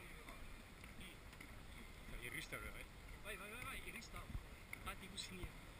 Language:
Basque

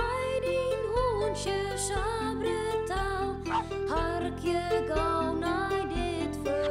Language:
Western Frisian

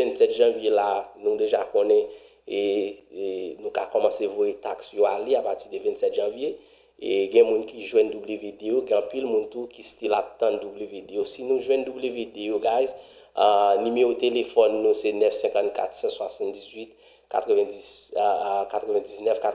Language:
Haitian Creole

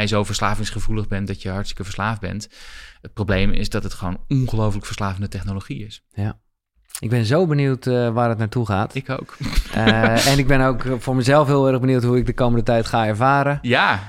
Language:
Dutch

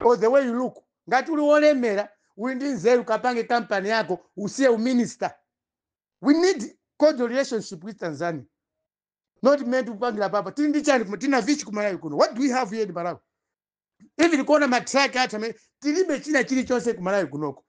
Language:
Nyanja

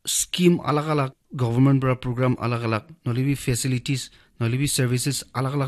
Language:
Naga Pidgin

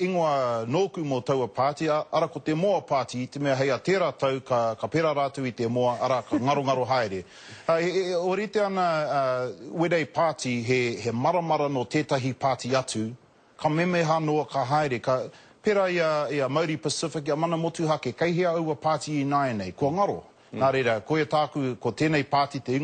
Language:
Māori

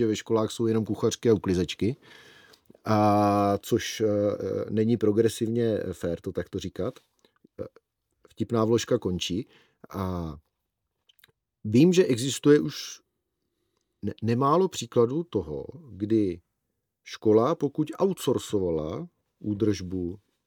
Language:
Czech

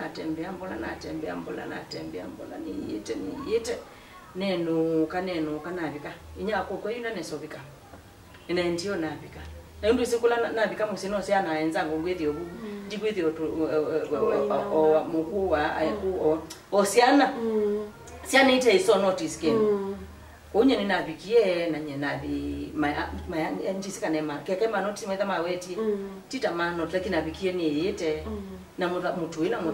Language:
Kamba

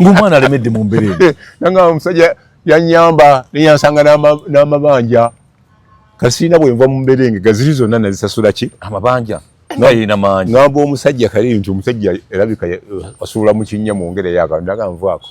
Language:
Ganda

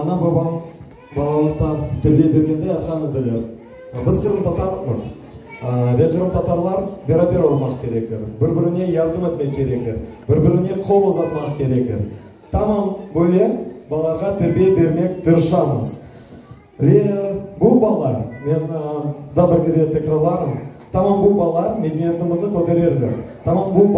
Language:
Crimean Tatar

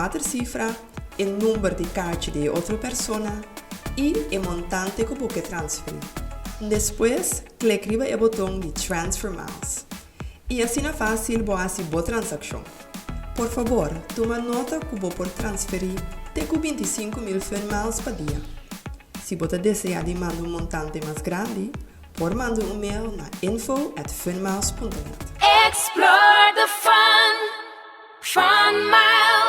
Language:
Papiamento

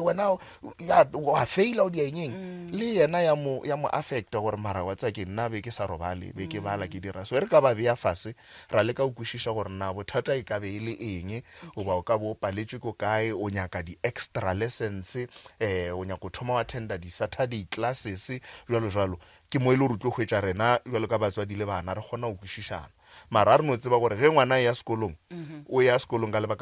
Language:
Northern Sotho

